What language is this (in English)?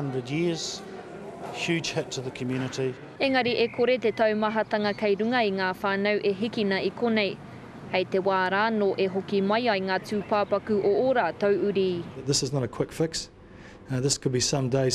Māori